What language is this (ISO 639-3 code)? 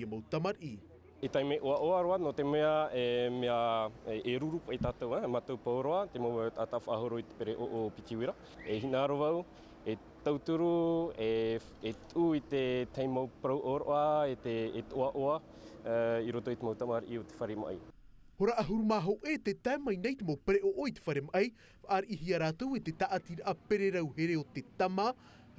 tah